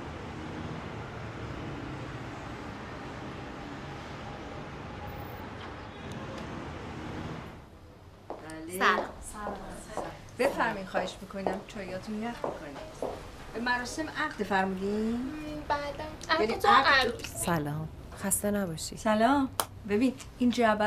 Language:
Persian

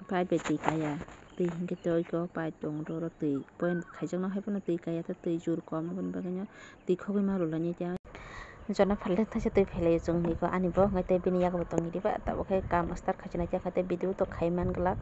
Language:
Kok Borok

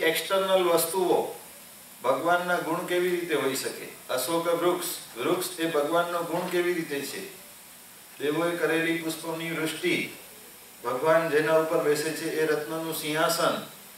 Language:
Gujarati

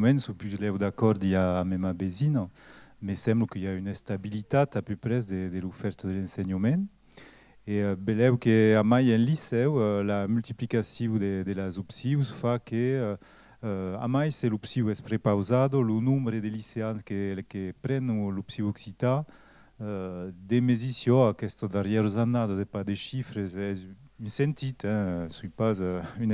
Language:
Occitan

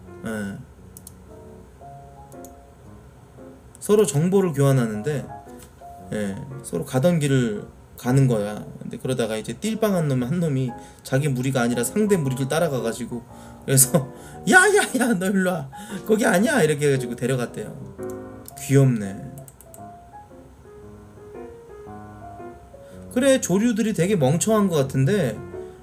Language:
Korean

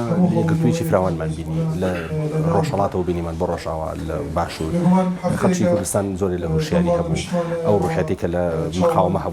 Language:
Central Kurdish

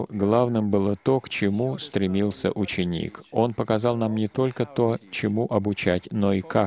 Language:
Russian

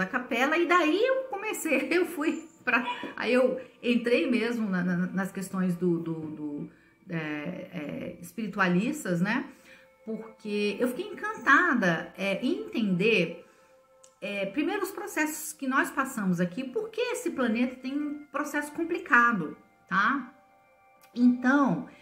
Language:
Portuguese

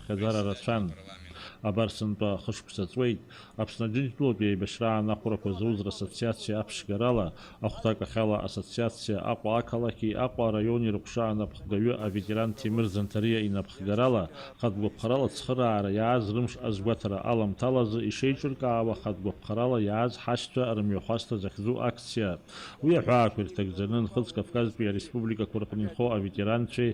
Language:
Abkhazian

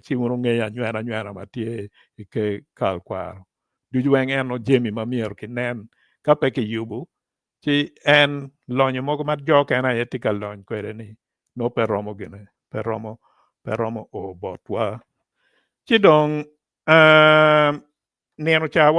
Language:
Acoli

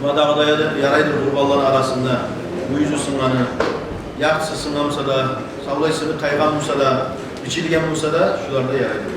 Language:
Kumyk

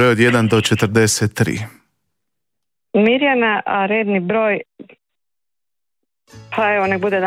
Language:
Croatian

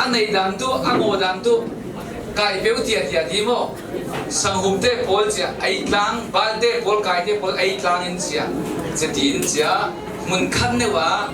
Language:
Falam Chin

